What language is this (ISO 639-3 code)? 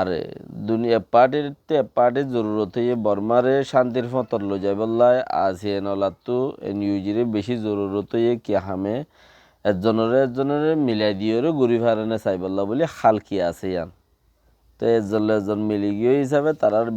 rhg